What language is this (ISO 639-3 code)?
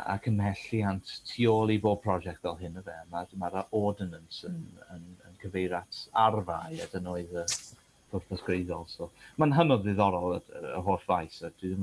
cym